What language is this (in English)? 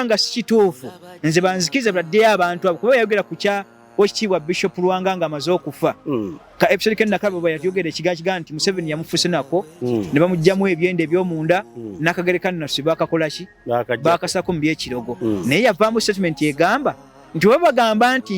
Ganda